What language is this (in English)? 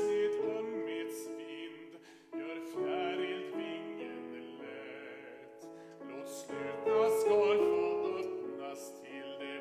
Swedish